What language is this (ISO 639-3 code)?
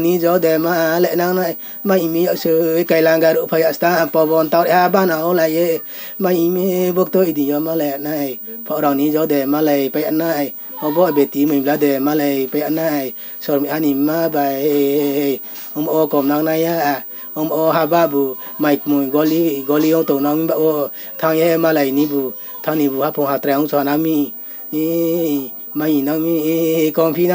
ria